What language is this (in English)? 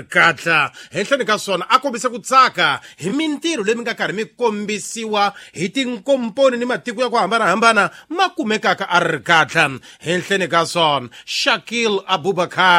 Tsonga